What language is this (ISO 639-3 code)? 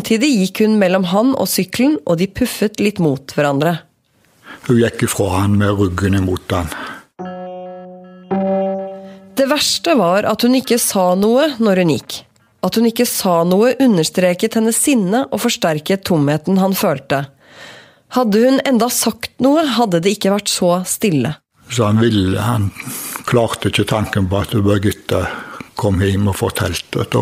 nor